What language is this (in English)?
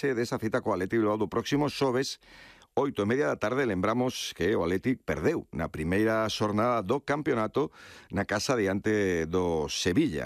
Galician